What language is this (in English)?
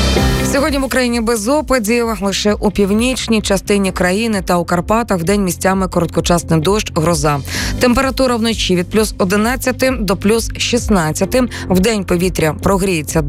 Ukrainian